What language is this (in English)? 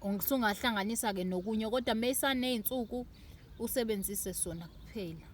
Zulu